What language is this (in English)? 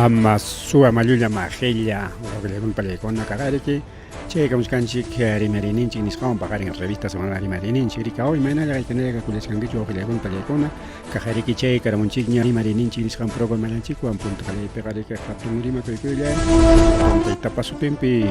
Ayacucho Quechua